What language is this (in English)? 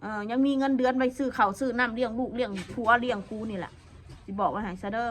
Northeastern Thai